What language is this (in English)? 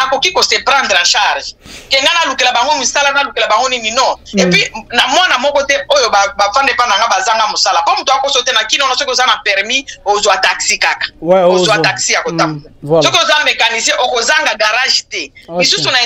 Lingala